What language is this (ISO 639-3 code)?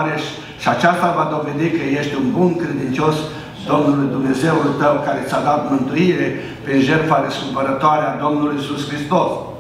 ron